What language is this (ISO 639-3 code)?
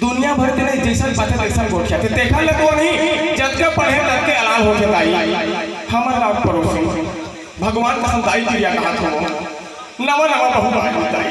hne